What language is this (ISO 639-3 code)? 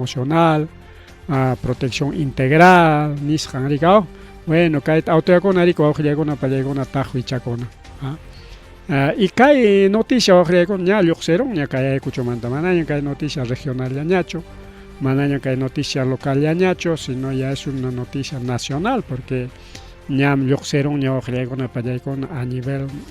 quy